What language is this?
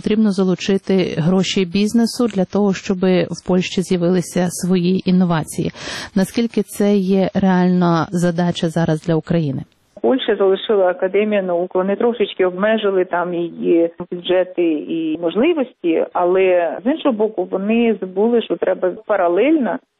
Ukrainian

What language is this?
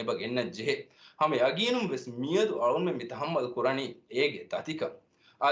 Divehi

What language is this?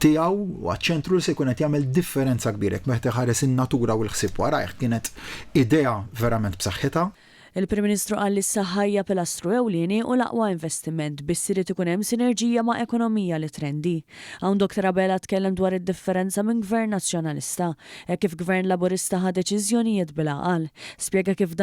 Maltese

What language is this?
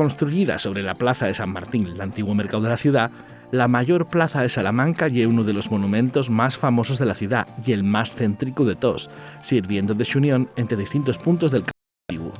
Asturian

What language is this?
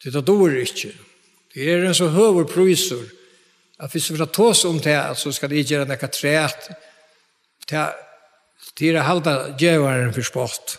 Faroese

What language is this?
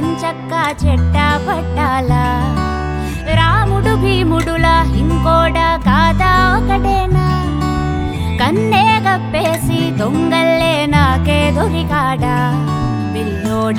Telugu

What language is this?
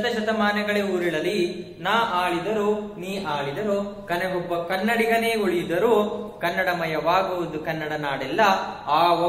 Kannada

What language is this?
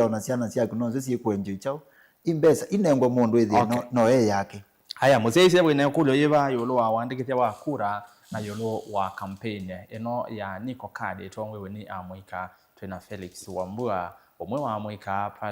Kamba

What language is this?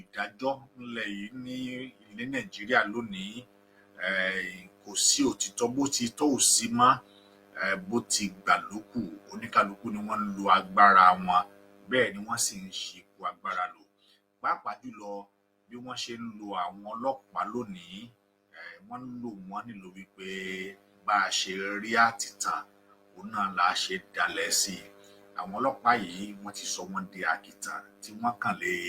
Yoruba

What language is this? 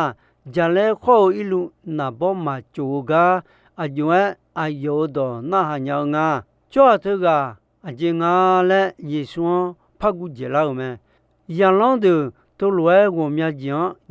Akha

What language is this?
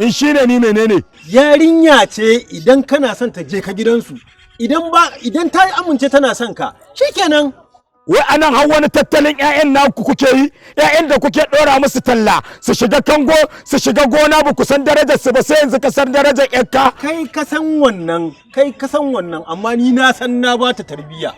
Hausa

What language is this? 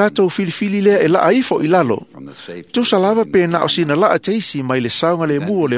Samoan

